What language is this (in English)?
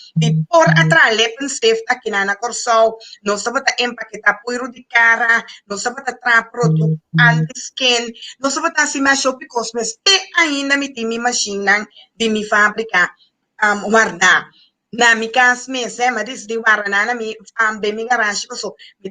Papiamento